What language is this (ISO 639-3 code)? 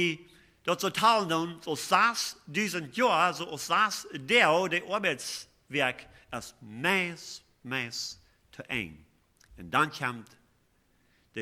pdt